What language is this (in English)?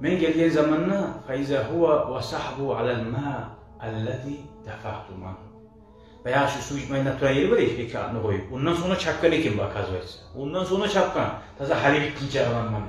Kumyk